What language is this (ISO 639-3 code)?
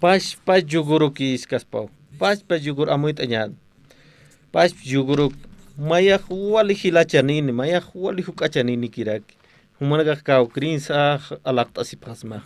aym